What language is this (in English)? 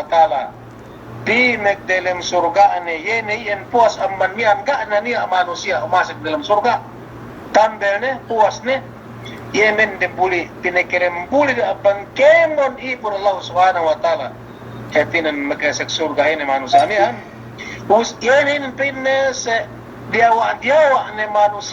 Yakan